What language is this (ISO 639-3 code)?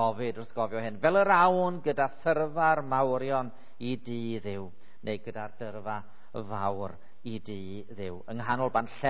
cym